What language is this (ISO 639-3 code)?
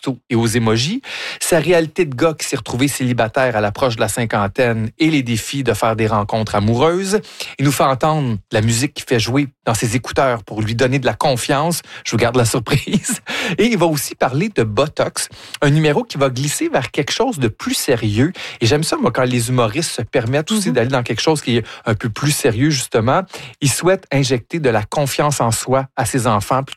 fra